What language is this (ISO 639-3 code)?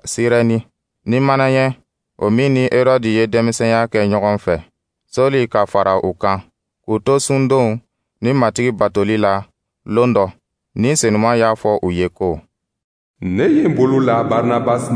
dyu